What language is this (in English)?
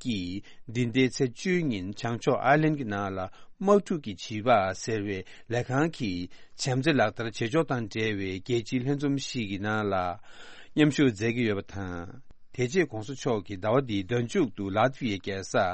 Tibetan